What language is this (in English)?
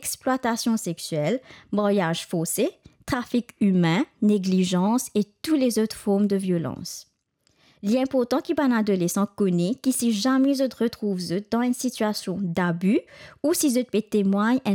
Morisyen